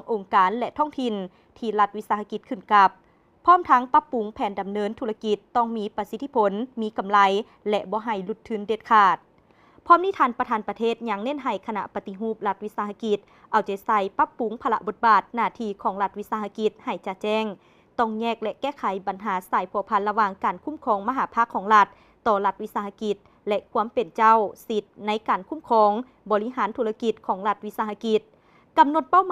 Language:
Lao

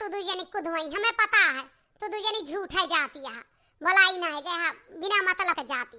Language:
Awadhi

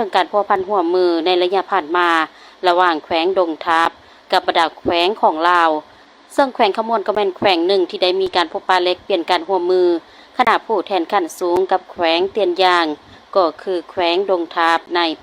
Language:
Lao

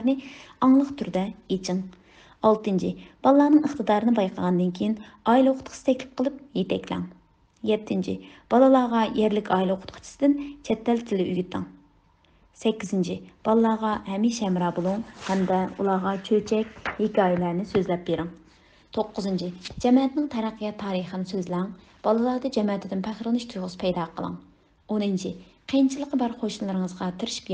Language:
Uyghur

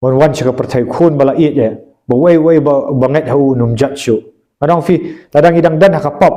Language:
Khasi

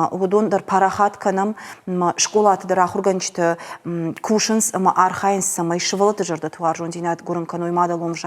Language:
Ossetic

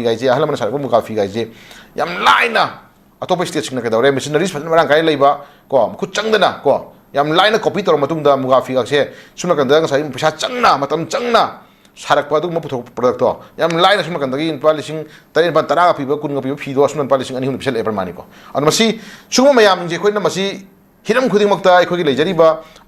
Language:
Manipuri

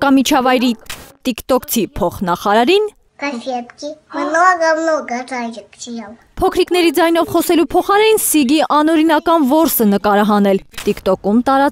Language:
Armenian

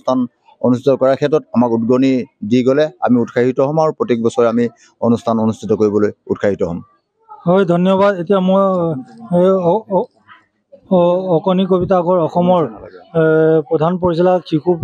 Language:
Assamese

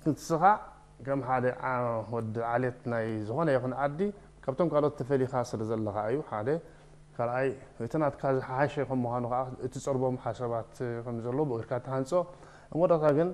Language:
Tigrinya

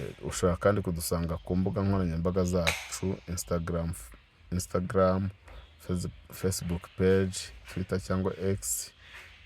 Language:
Kinyarwanda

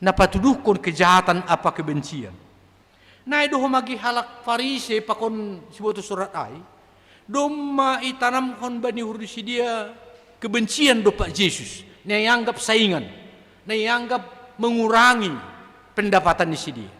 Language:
Batak Simalungun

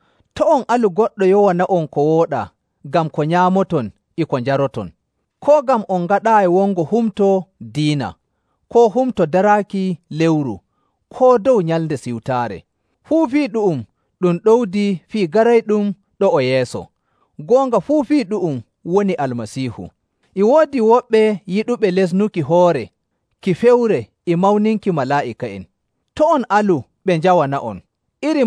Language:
Nigerian Fulfulde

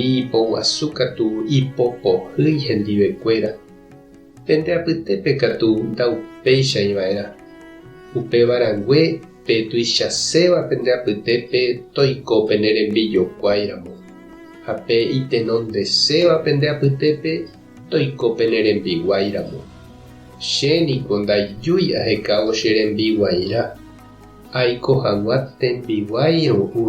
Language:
Guarani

